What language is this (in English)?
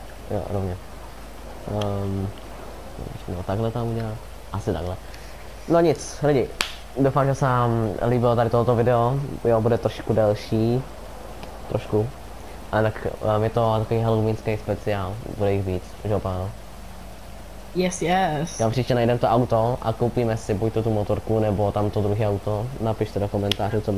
Czech